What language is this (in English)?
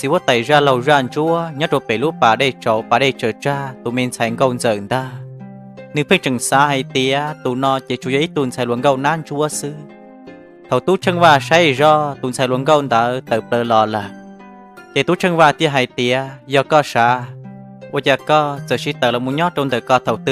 Hmong